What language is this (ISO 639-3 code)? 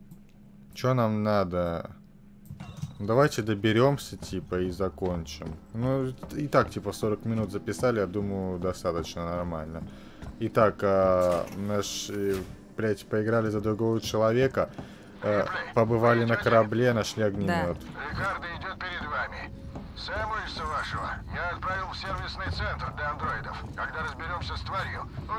rus